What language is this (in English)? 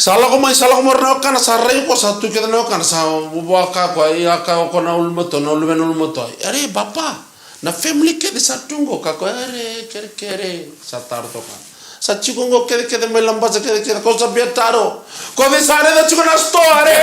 Fijian